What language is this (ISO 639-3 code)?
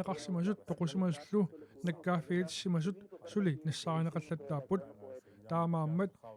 kal